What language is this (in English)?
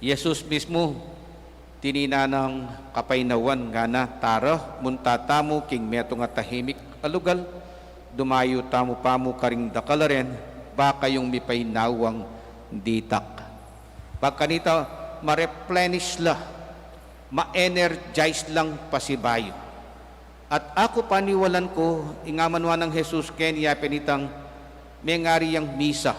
Pampanga